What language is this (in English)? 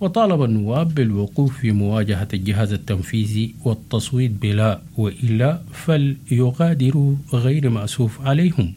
Sudanese Arabic